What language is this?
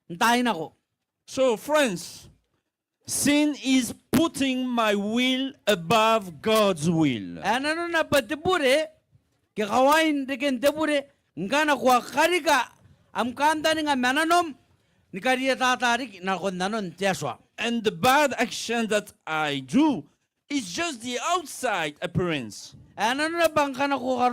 Gilbertese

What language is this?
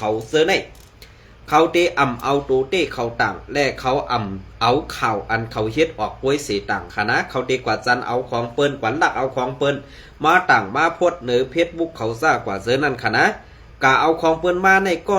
Shan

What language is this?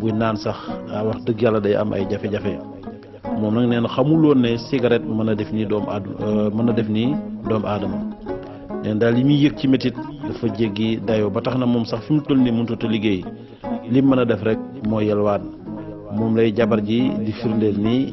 Wolof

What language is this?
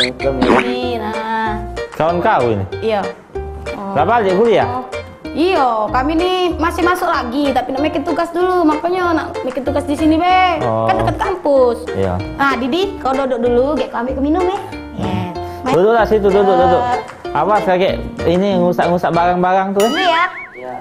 Musi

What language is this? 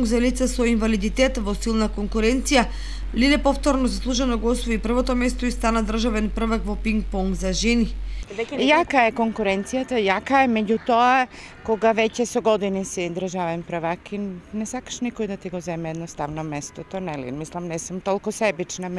Macedonian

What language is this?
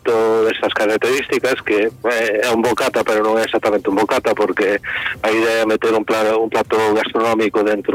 Galician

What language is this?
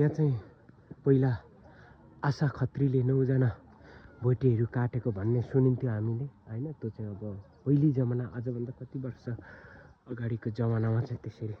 Nepali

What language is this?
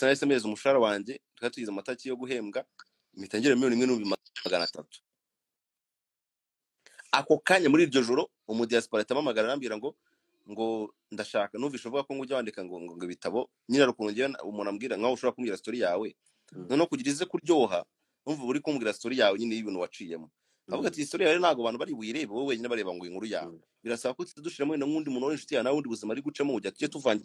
Kinyarwanda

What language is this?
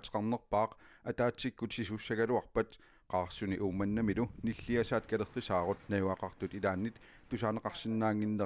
Kalaallisut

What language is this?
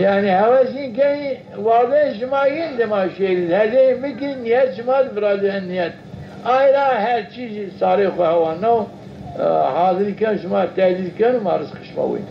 Zaza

